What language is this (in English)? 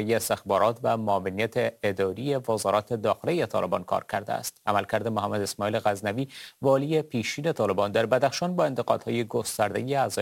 Persian